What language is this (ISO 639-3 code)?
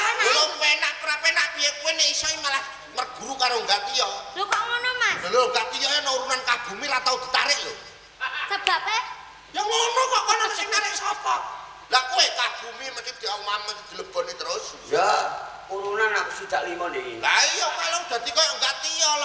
jav